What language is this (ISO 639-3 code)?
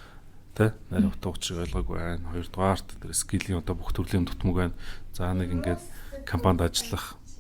mon